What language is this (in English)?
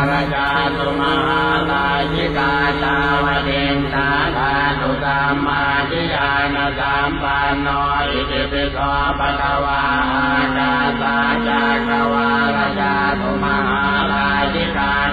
Pali